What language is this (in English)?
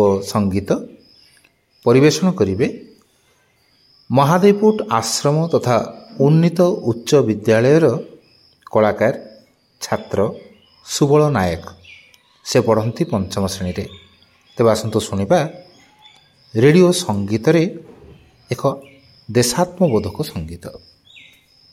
Odia